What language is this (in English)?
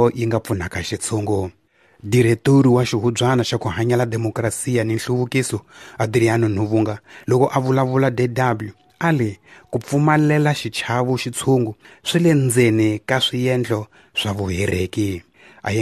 Tsonga